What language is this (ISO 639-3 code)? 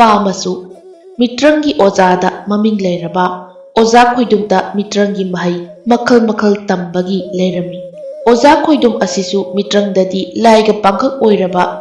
mni